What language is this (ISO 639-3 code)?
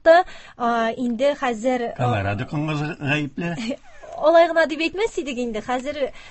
tat